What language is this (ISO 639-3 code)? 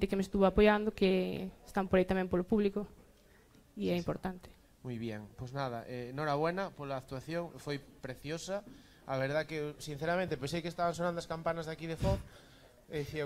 glg